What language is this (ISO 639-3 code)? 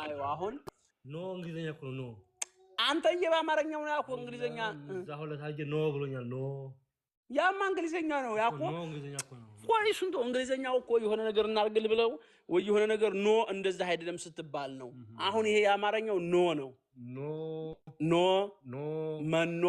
amh